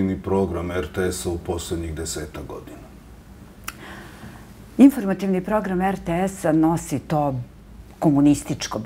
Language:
Serbian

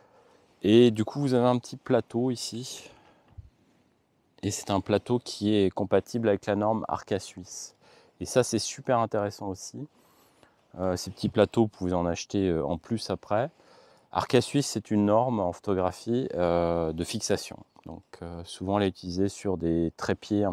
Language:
French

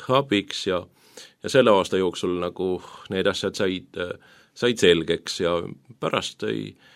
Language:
Estonian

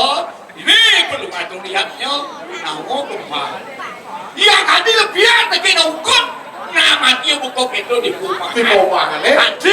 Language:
Balinese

